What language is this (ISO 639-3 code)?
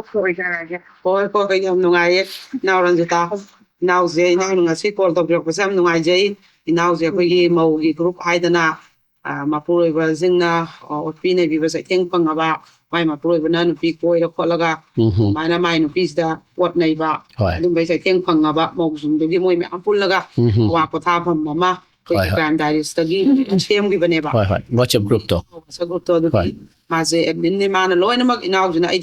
mni